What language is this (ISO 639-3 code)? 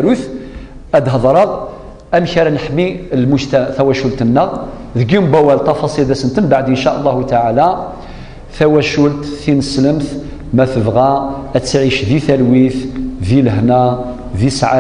kab